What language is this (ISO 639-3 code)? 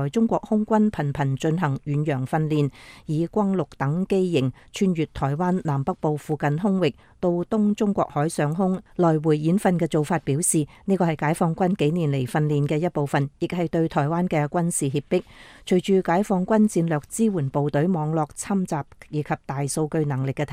yue